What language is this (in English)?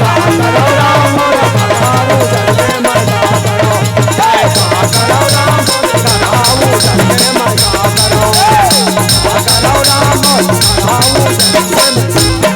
Chhattisgarhi